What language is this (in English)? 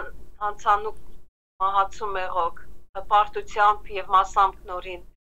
Western Armenian